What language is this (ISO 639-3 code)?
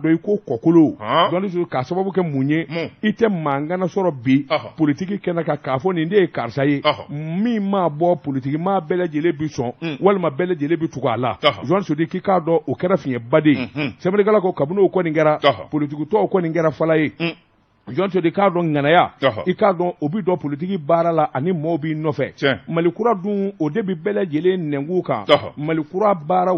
bam